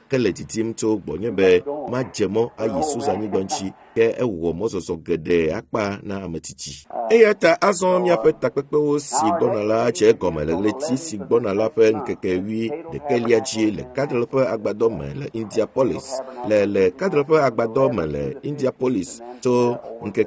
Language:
Ewe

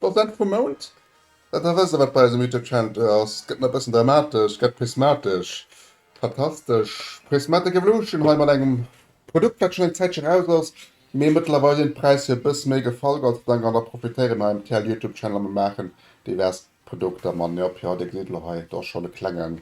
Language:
Luxembourgish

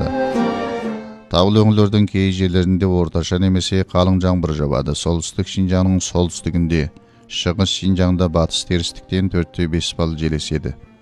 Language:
Kazakh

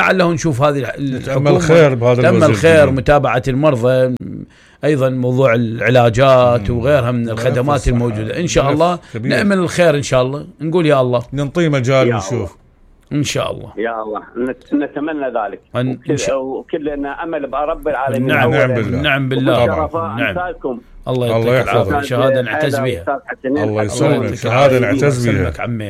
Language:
Mesopotamian Arabic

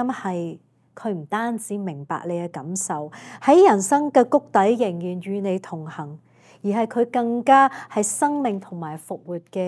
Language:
Cantonese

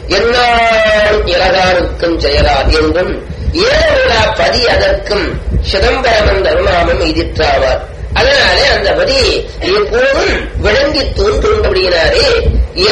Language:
Tamil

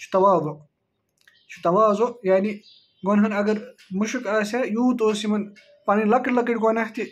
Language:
Kashmiri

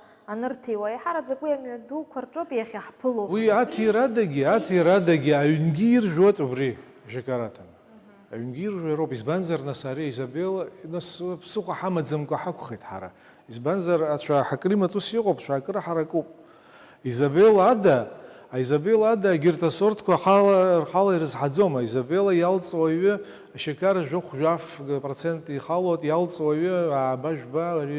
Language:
Abkhazian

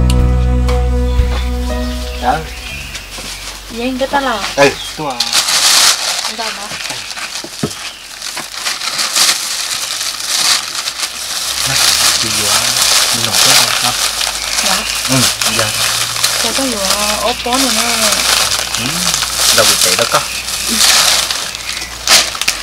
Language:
Vietnamese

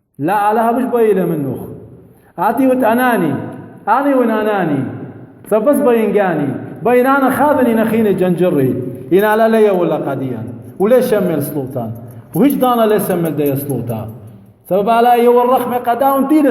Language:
Assyrian Neo-Aramaic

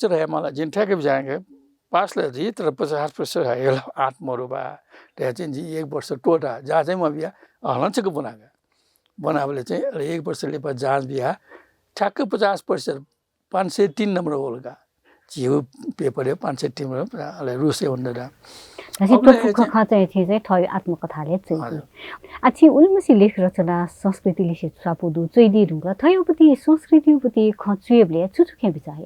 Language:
Newari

